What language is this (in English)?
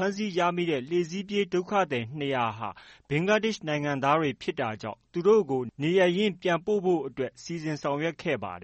Burmese